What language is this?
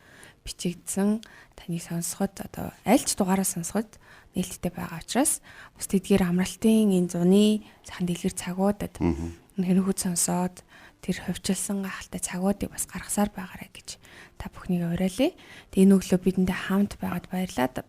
Mongolian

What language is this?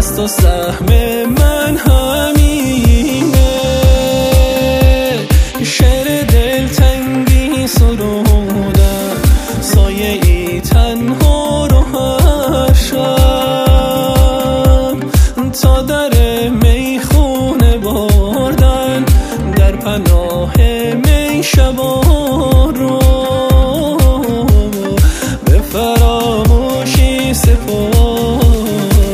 Persian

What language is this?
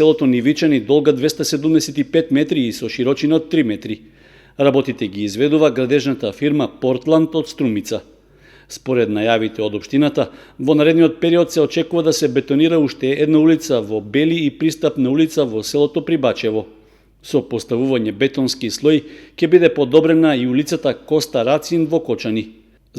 Macedonian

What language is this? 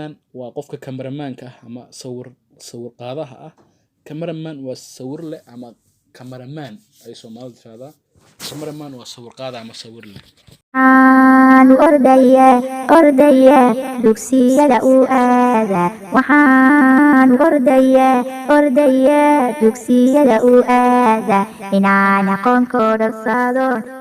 Somali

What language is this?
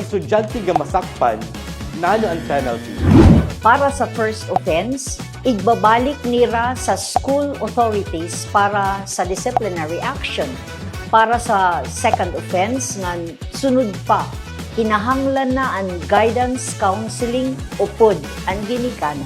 Waray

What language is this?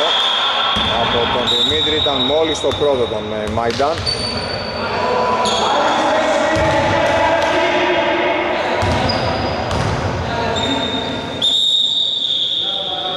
Greek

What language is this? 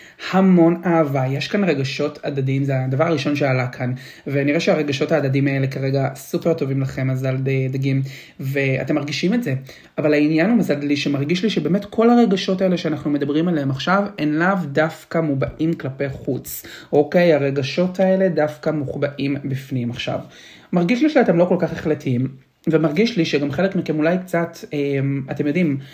Hebrew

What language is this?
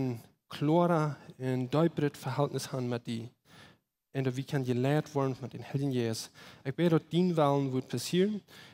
Plautdietsch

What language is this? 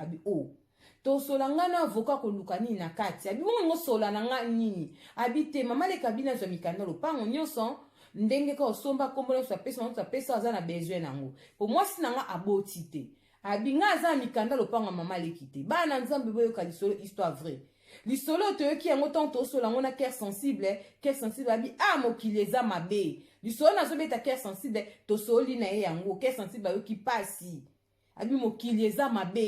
Lingala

